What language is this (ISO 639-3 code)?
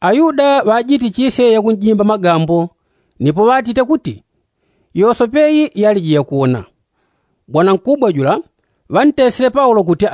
yao